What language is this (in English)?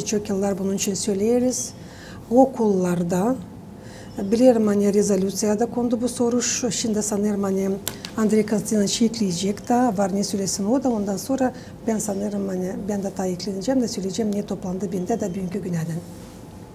Gagauz